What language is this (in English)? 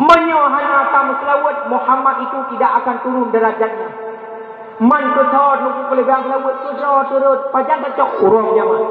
Achinese